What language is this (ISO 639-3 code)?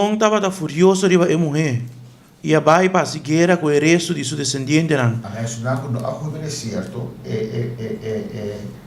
pap